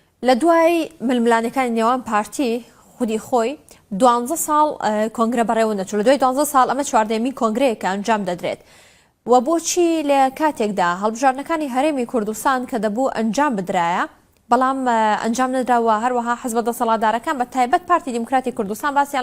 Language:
Central Kurdish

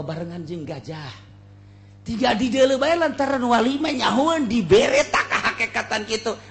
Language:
Sundanese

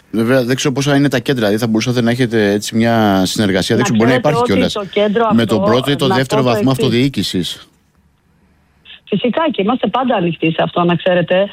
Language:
Greek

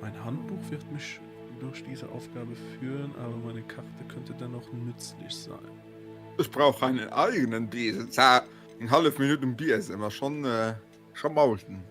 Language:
Luxembourgish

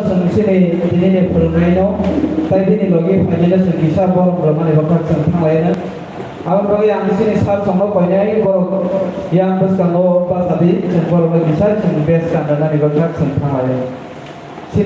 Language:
Kok Borok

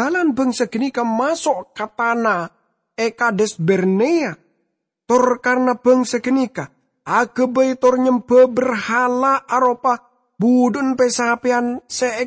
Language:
Madurese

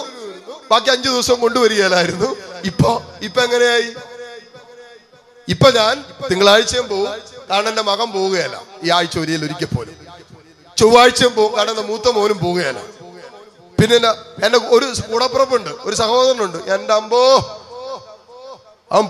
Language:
Malayalam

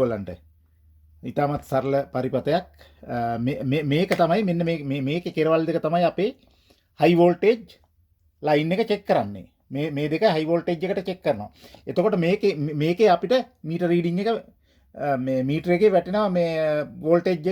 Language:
Sinhala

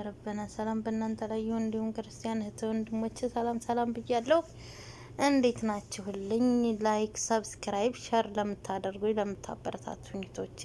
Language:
Amharic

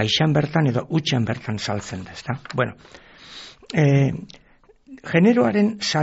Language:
Basque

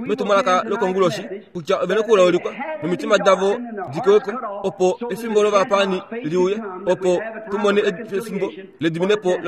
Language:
Kuanyama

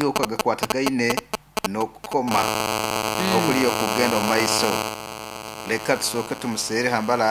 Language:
Nyoro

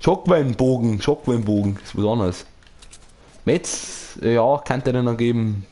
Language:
Bavarian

